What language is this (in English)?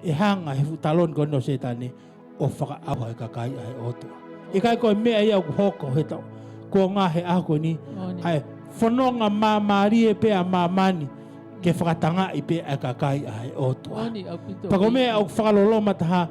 Tongan